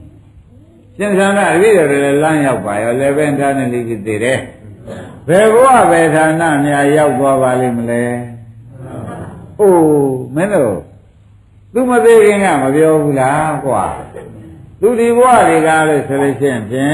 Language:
Burmese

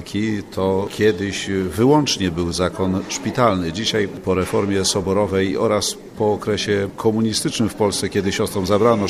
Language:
Polish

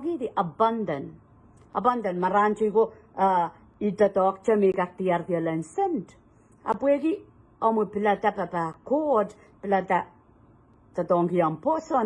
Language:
Pohnpeian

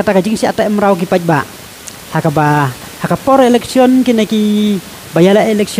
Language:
Khasi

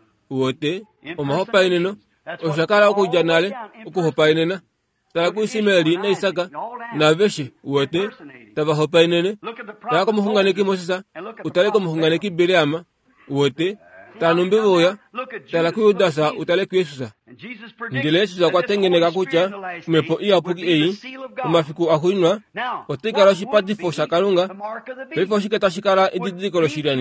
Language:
Kuanyama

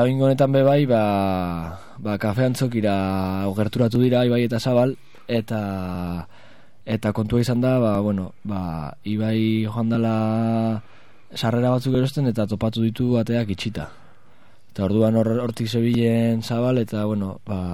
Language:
Basque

